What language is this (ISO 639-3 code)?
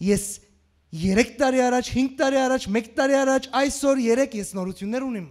hyw